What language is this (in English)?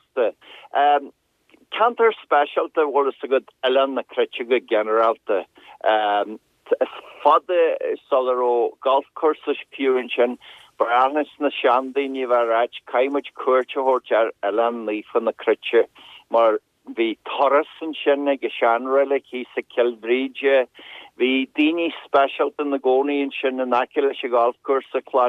Irish